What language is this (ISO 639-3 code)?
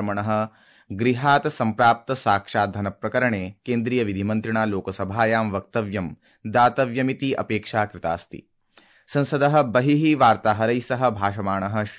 san